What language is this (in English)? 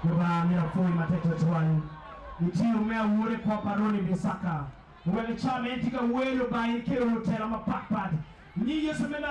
Acoli